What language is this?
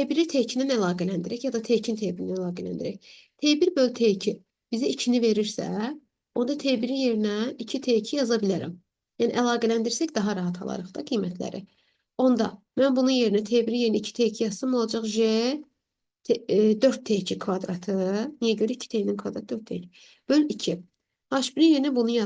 Azerbaijani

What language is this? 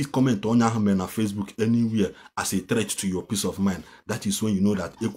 Igbo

